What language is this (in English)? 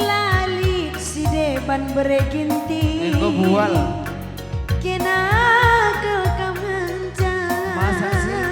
Batak Karo